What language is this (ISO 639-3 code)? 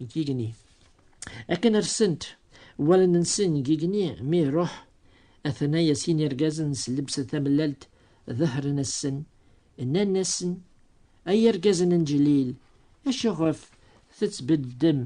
kab